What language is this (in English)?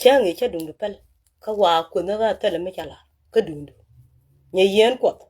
Nuer